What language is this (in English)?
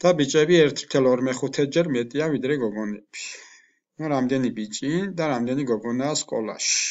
Georgian